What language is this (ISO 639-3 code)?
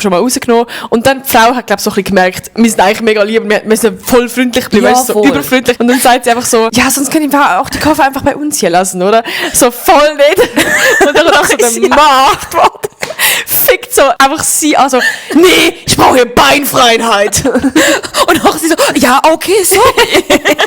gsw